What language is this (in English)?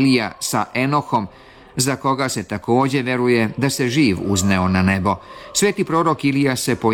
Serbian